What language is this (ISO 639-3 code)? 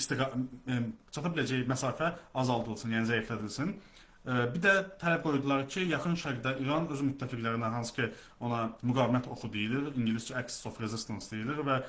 aze